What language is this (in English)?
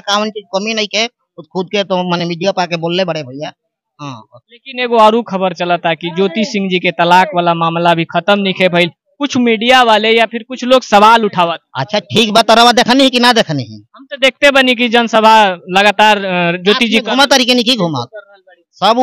Bhojpuri